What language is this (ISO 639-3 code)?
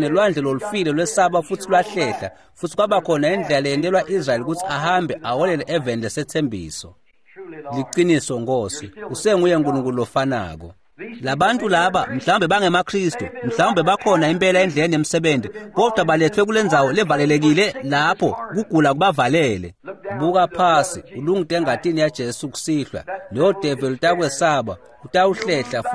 ssw